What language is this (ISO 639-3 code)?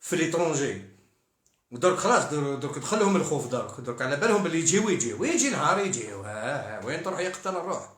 arq